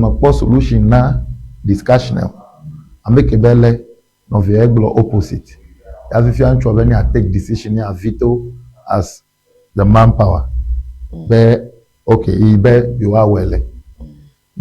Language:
Ewe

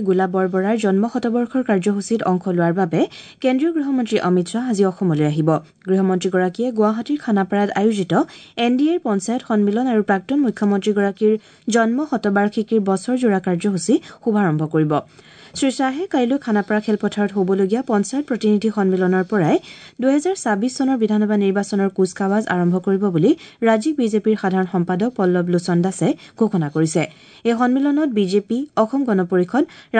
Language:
Assamese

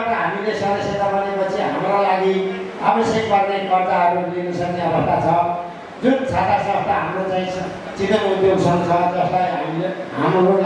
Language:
Nepali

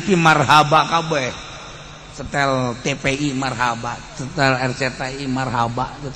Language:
Sundanese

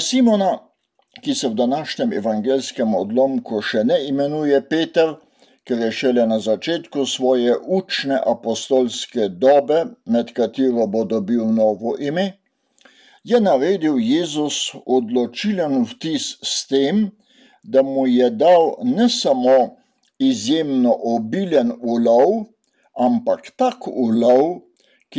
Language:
Slovenian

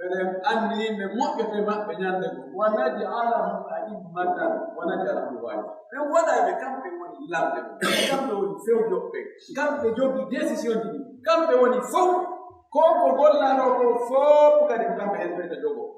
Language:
Pular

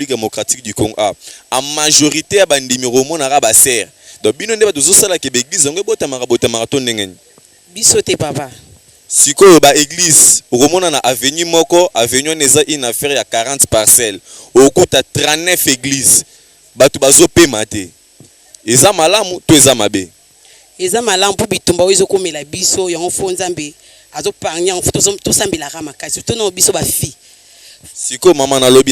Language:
Lingala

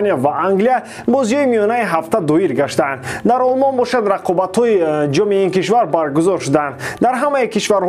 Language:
Tajik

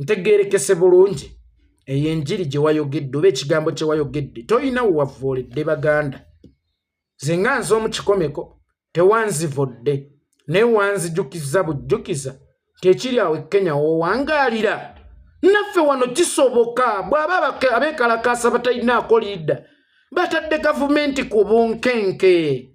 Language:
Ganda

